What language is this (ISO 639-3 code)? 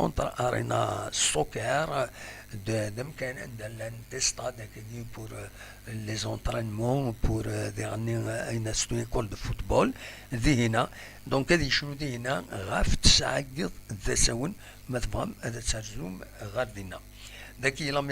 kab